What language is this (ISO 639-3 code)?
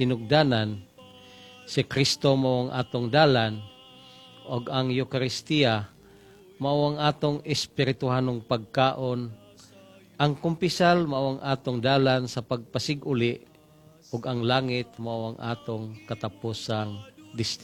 ceb